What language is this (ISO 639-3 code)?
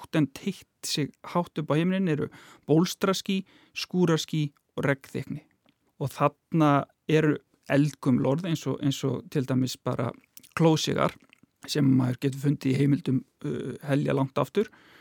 isl